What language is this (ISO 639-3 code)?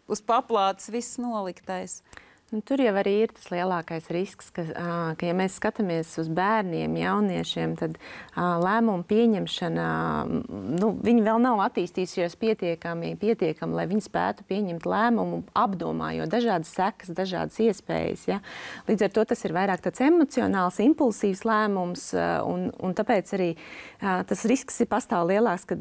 lav